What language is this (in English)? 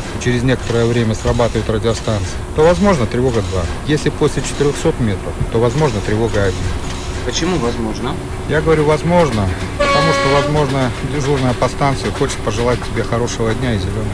Russian